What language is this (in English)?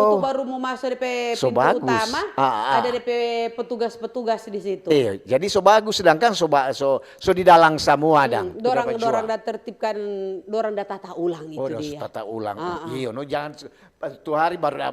Manado Malay